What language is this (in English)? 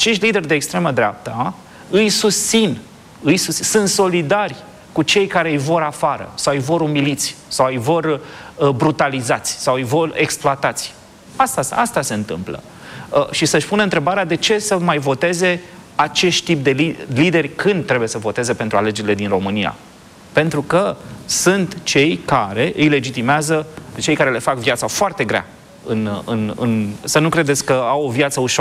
Romanian